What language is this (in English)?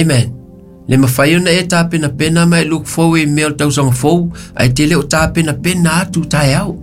Samoan